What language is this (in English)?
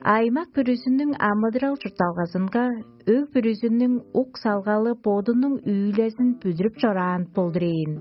Tuvinian